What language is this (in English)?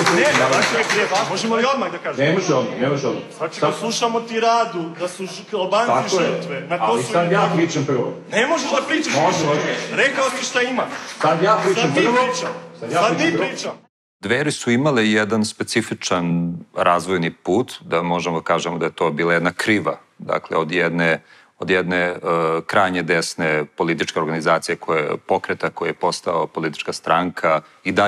Serbian